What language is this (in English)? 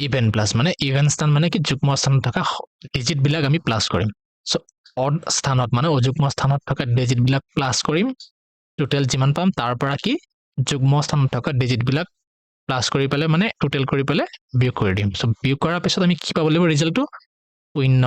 Assamese